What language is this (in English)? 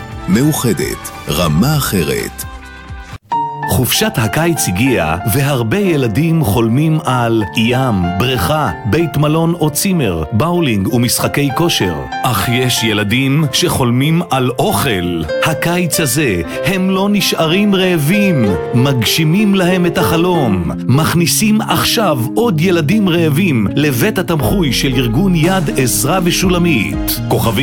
Hebrew